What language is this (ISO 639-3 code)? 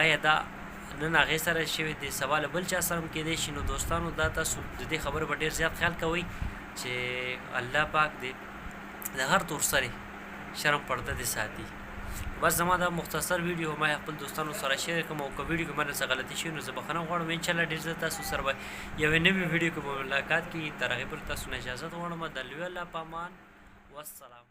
pus